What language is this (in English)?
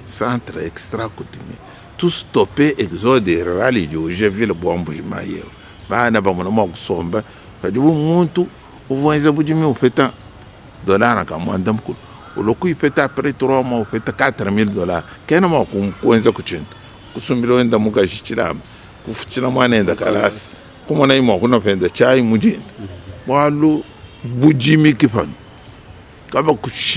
Luba-Lulua